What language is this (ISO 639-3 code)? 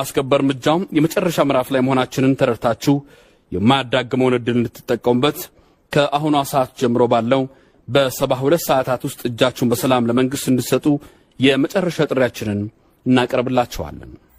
amh